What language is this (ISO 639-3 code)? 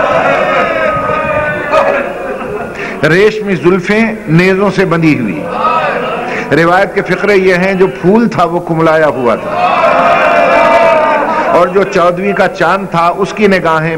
urd